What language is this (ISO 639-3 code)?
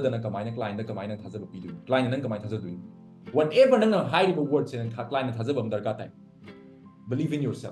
mni